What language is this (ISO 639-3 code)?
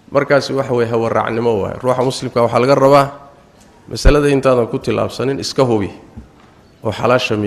som